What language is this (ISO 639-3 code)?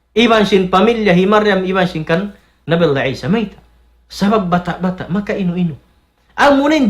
tsg